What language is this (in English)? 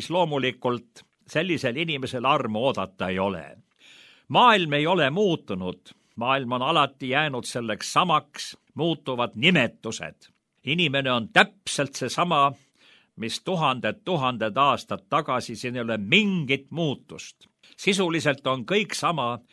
Estonian